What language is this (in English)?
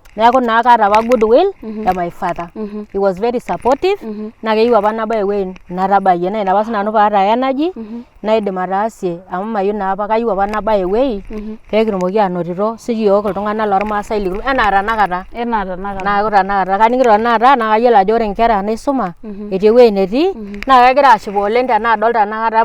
Masai